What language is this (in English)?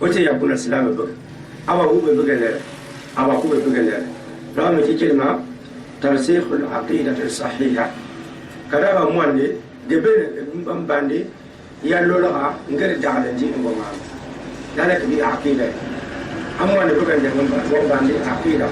Gourmanchéma